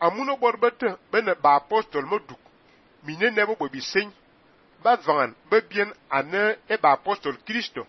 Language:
Fang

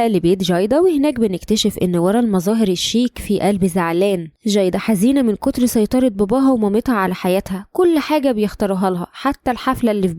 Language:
Egyptian Arabic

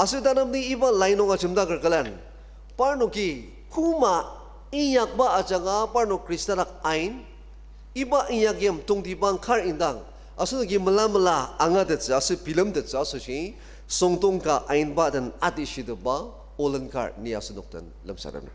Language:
Ao Naga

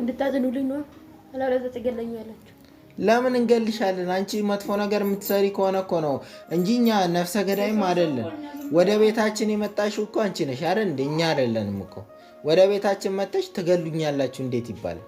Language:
Amharic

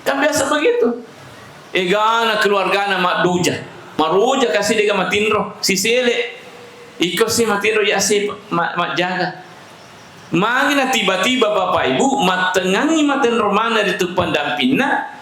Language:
Buginese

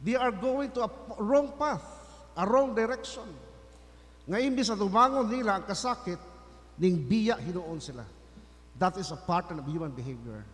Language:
Cebuano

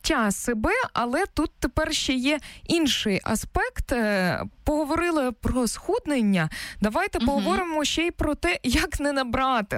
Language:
Ukrainian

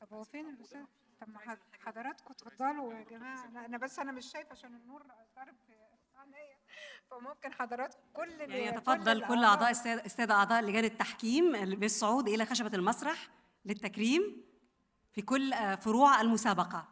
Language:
Egyptian Arabic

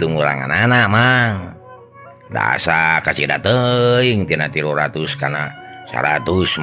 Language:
Sundanese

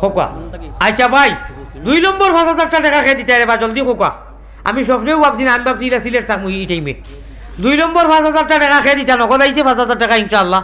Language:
Sylheti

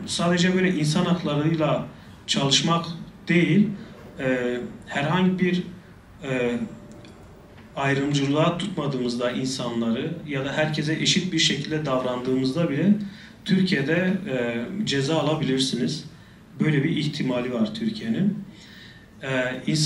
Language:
Turkish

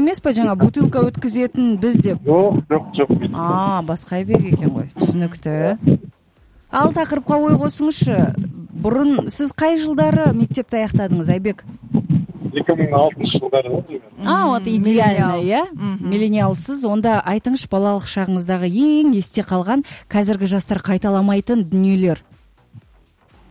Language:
Kazakh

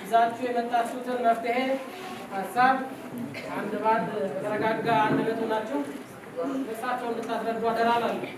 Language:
Amharic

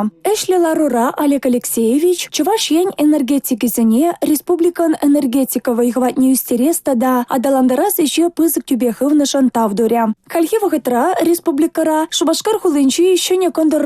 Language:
Chuvash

